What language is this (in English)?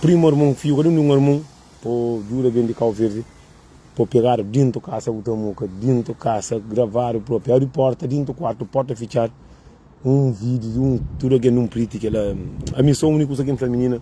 Kabuverdianu